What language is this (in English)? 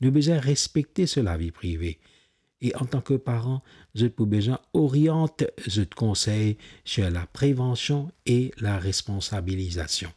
Morisyen